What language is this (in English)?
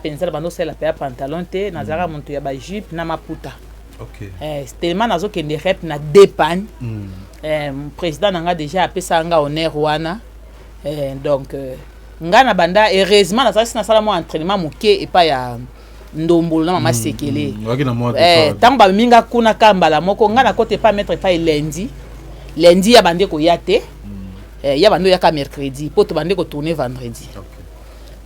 Lingala